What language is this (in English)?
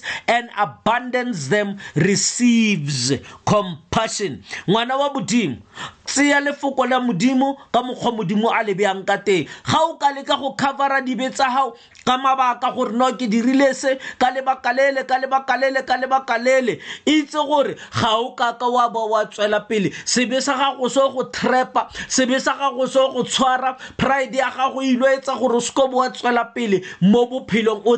Tswana